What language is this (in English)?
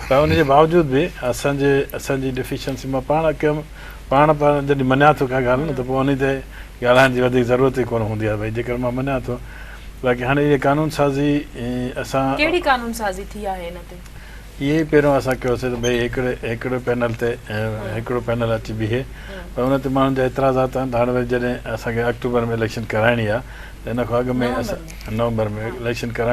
Sindhi